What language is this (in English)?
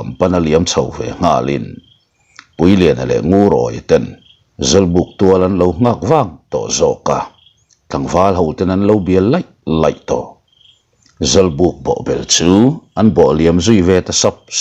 Mizo